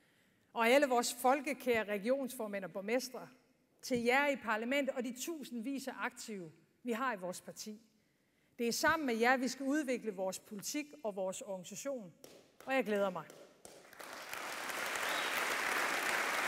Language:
Danish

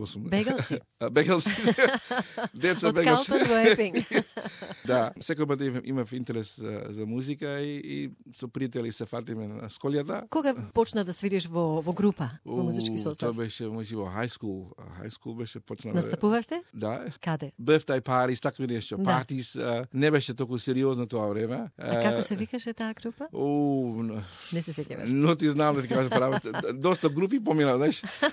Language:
Macedonian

